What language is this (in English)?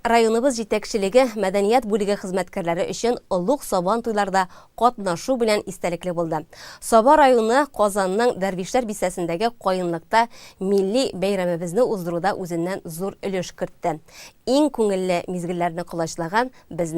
Tatar